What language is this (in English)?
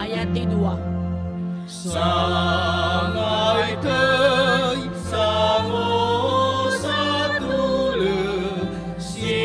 Nias